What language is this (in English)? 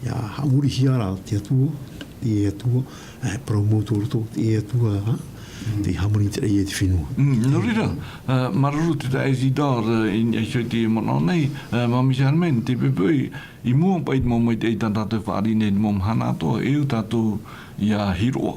Tahitian